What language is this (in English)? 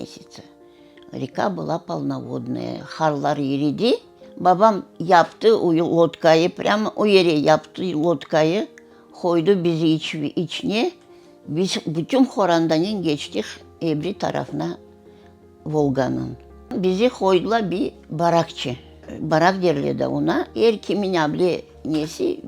Crimean Tatar